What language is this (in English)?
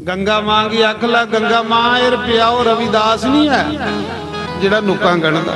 Dogri